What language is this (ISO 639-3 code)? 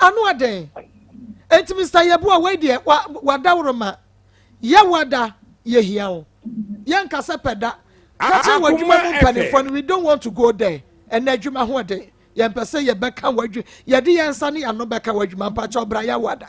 aka